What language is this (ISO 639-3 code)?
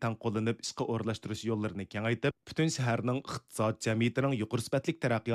uig